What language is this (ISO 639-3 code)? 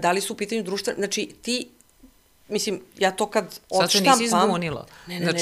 srp